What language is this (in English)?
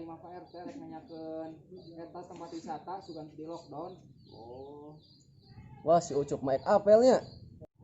Sundanese